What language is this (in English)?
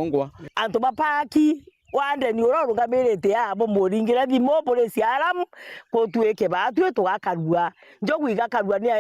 Meru